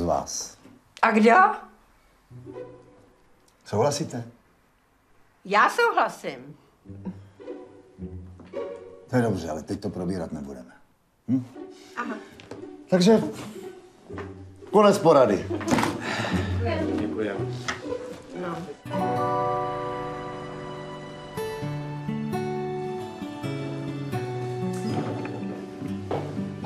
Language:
Czech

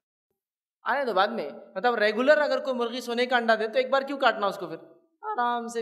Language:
Urdu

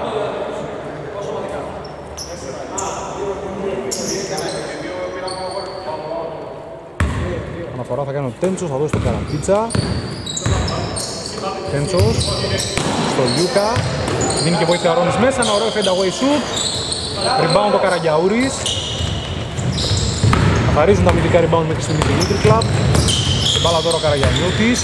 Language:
Greek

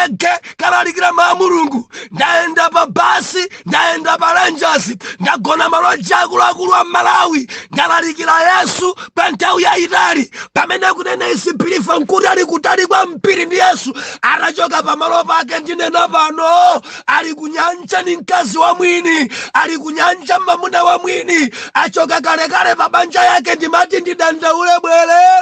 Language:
Nyanja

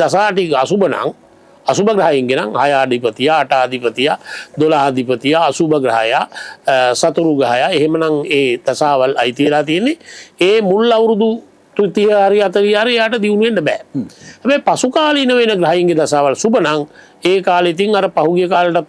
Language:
Sinhala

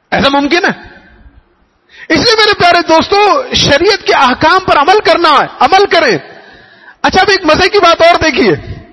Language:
Urdu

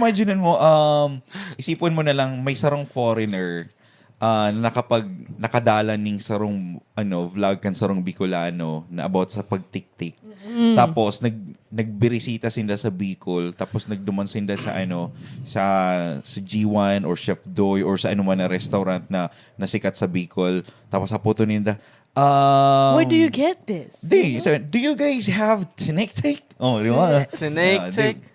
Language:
Bikol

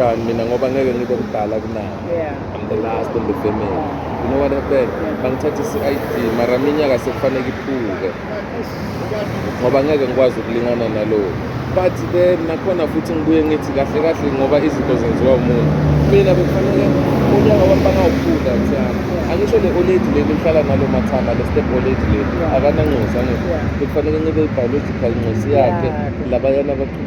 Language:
Zulu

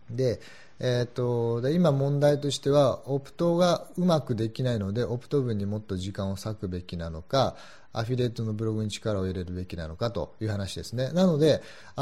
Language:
Japanese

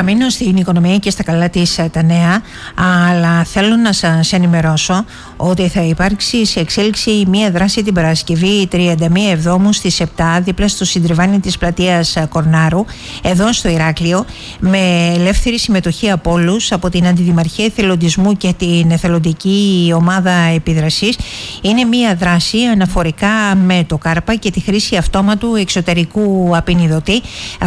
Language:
Greek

